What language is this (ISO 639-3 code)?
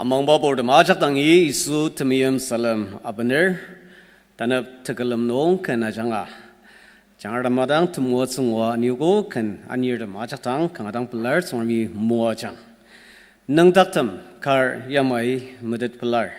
njo